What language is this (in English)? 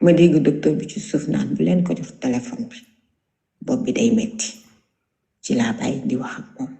Wolof